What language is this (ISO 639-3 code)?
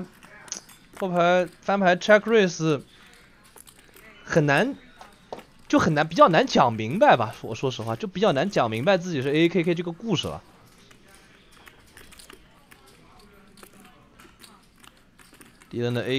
zho